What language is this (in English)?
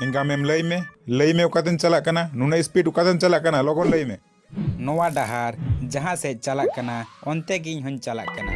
Santali